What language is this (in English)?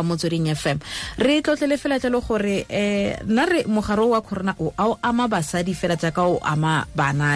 Tswana